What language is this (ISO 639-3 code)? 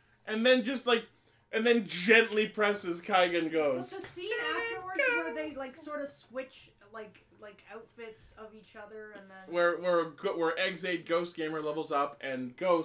eng